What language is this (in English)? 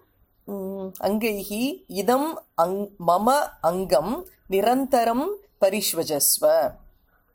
Sanskrit